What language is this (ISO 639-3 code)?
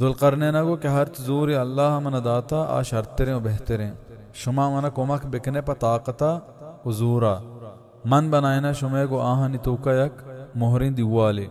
bal